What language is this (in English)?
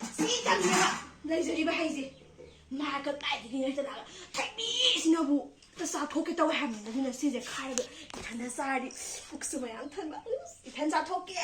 Manipuri